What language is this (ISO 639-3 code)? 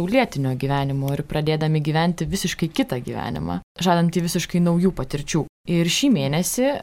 lit